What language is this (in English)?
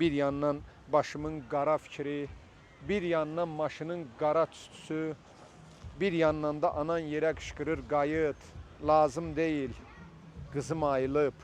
Azerbaijani